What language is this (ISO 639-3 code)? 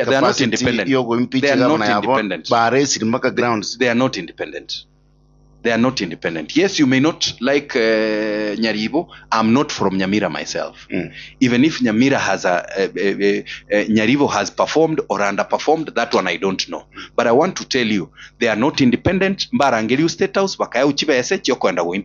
guz